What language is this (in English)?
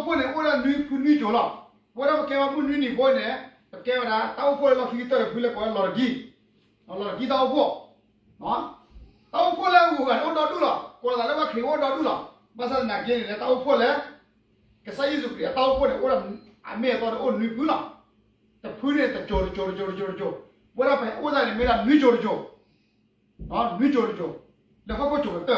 S'gaw Karen